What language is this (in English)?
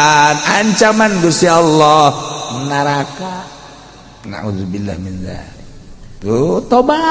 Sundanese